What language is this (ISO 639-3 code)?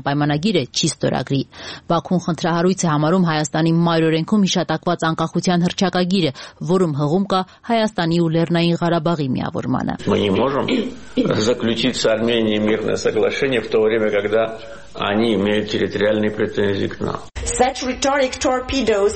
hye